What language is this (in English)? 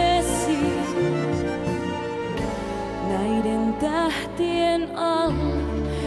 Finnish